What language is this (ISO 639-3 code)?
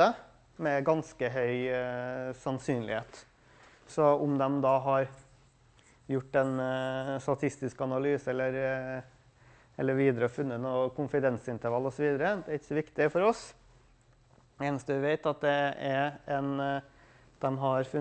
nor